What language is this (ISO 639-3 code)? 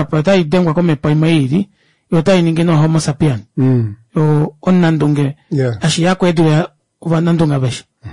kua